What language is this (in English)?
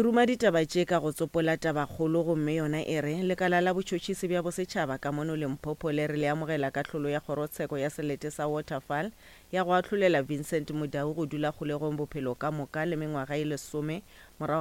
Northern Sotho